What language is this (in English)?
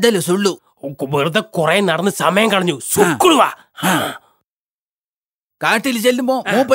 Malayalam